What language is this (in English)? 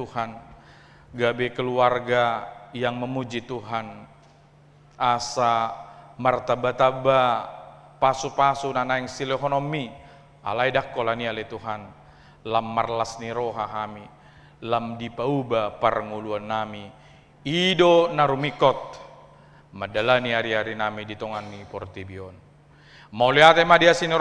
Batak Toba